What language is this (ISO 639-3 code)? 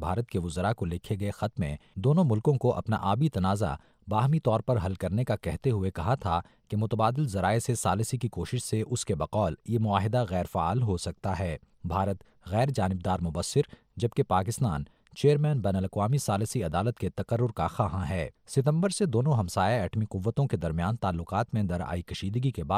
urd